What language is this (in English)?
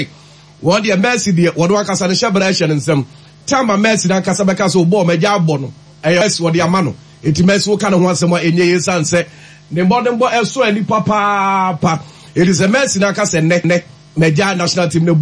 Akan